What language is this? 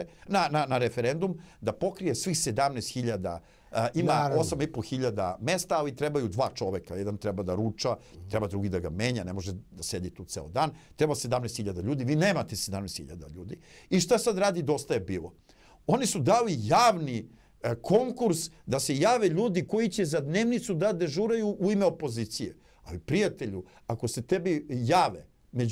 Serbian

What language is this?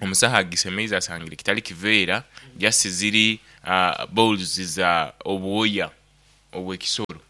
Nyoro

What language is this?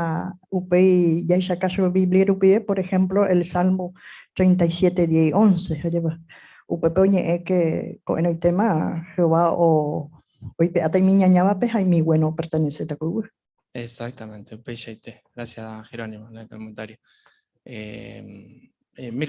Guarani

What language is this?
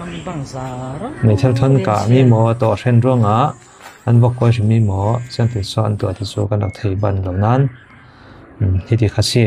Falam Chin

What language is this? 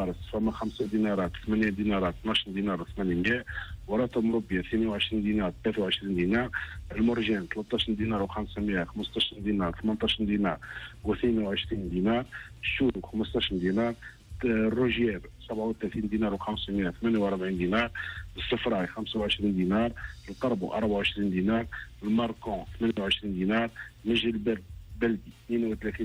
Tunisian Arabic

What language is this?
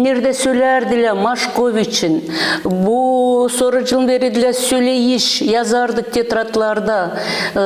Gagauz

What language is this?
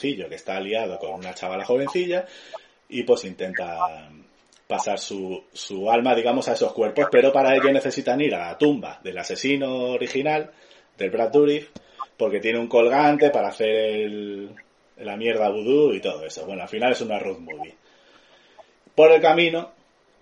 Spanish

